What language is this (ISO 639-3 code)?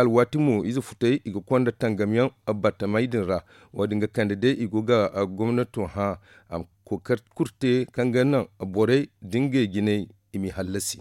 dje